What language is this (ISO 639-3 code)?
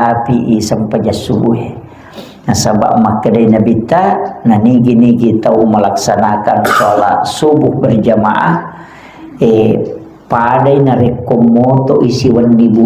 bug